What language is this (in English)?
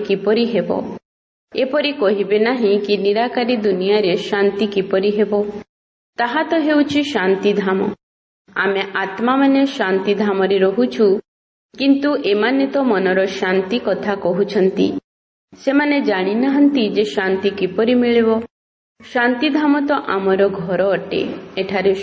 Odia